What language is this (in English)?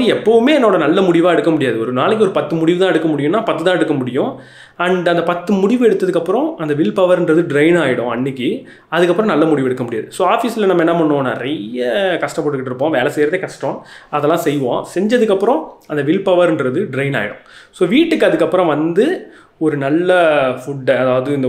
Tamil